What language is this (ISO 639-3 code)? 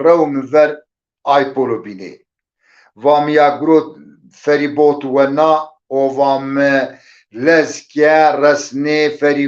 zza